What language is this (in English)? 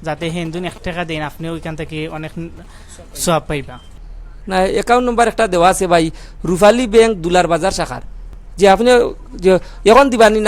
Sylheti